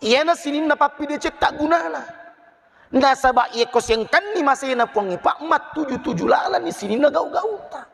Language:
Buginese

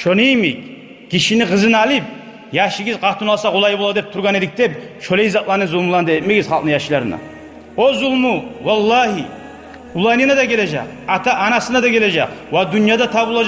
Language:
Kumyk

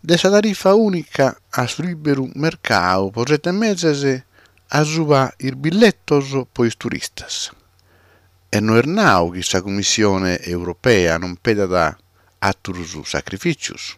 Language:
Sardinian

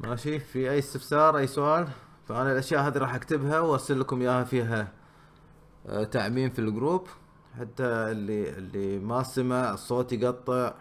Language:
Gulf Arabic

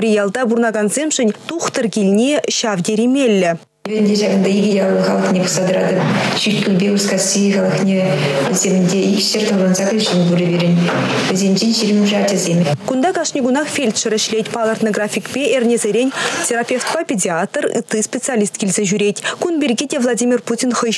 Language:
Chuvash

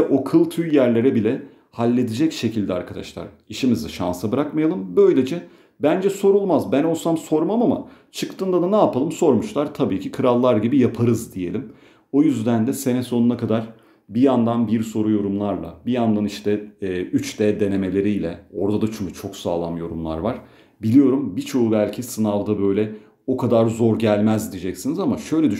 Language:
Turkish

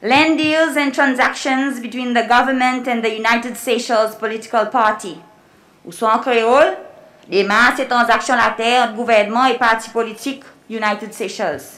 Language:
Seselwa Creole French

